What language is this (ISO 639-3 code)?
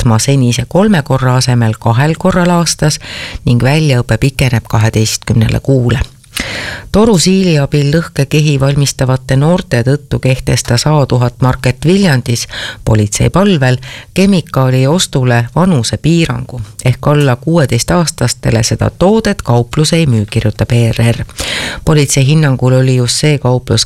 est